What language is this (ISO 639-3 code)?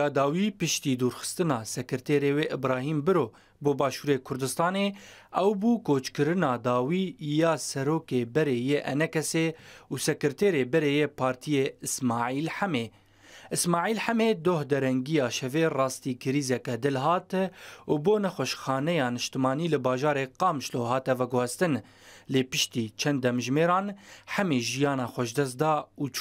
kur